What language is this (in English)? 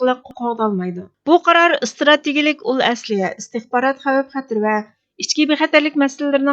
Uyghur